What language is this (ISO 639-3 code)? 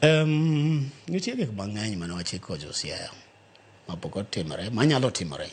luo